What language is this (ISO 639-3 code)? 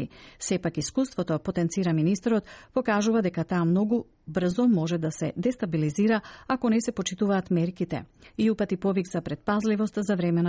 mkd